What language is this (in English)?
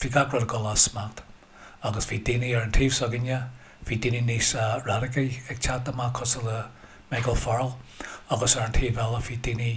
Irish